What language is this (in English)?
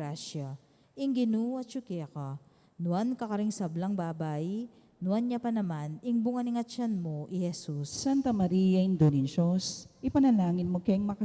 Pampanga